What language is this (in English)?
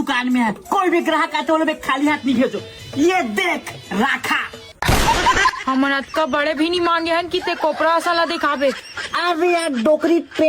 Chhattisgarhi